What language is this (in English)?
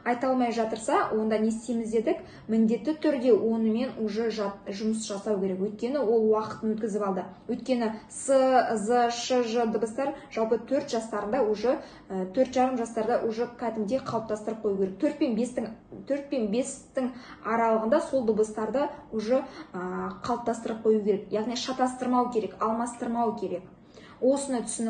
Kazakh